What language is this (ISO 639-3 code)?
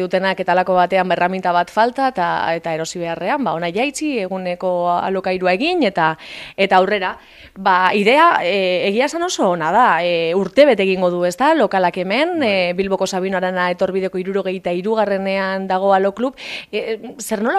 eus